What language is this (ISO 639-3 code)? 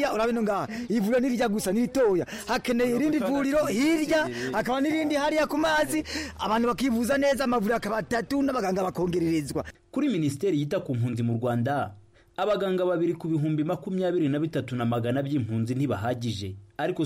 kin